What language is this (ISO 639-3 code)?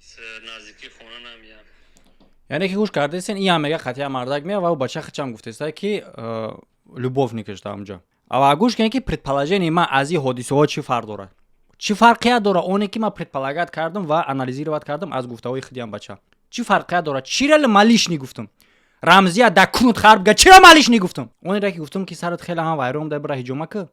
tgk